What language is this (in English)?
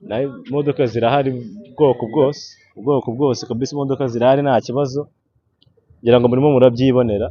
Kinyarwanda